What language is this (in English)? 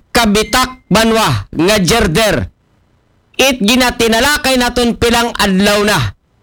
Aklanon